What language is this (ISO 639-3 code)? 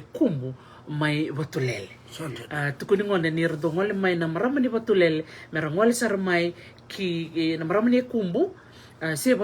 fij